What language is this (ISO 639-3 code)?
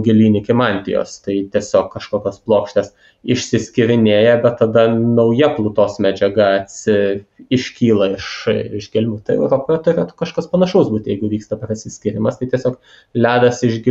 lit